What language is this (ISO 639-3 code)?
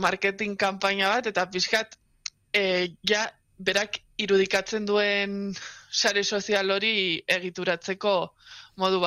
eus